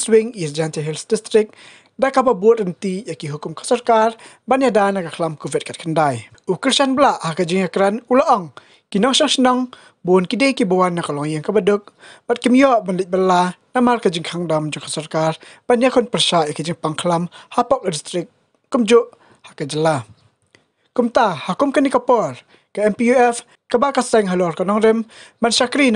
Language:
Khasi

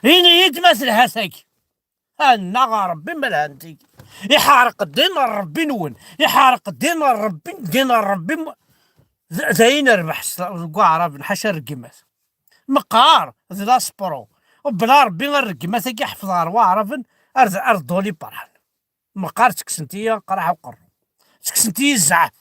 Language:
Kabyle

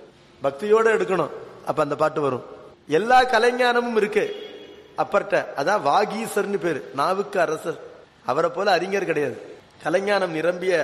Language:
Tamil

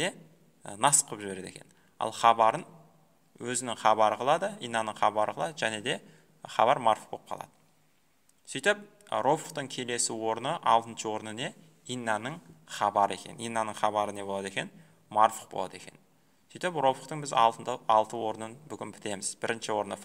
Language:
Kazakh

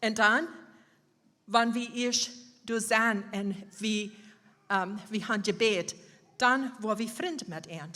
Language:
Plautdietsch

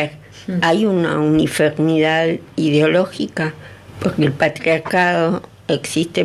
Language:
Spanish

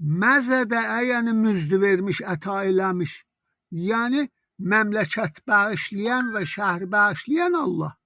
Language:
South Azerbaijani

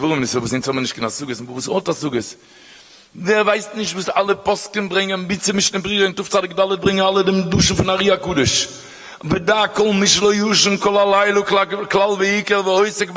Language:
Yiddish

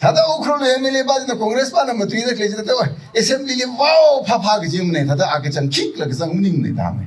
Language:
Tangkhul Naga (India)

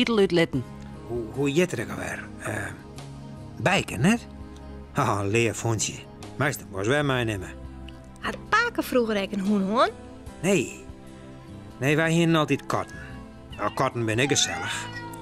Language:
Western Frisian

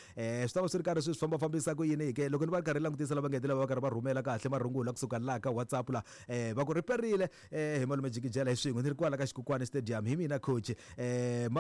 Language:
Tsonga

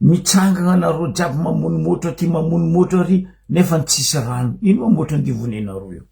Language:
Malagasy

